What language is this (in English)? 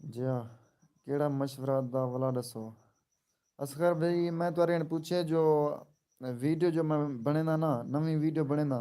Saraiki